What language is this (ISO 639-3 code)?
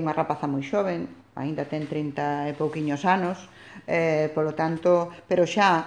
glg